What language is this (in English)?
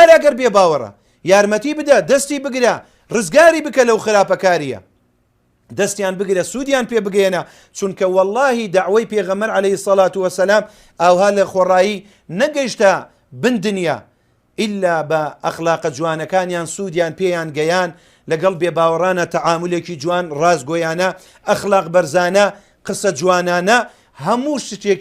Central Kurdish